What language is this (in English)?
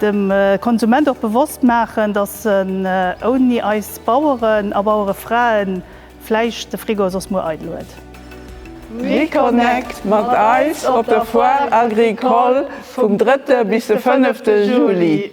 Luxembourgish